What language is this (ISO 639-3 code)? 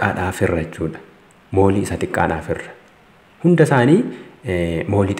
orm